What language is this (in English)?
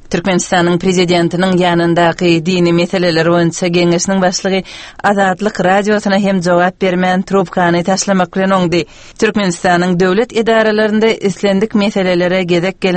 Turkmen